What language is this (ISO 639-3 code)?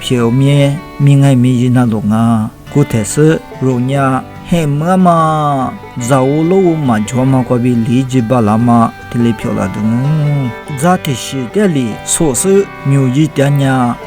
lis